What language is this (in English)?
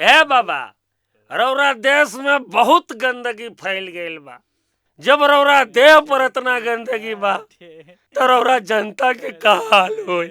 Bhojpuri